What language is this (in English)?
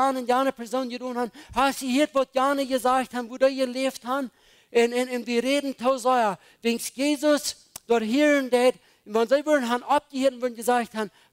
Plautdietsch